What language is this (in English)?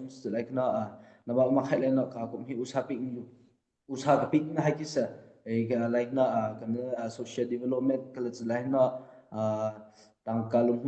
Hakha Chin